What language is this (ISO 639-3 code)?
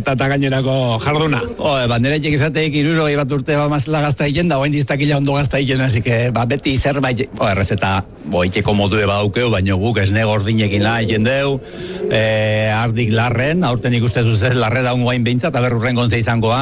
eus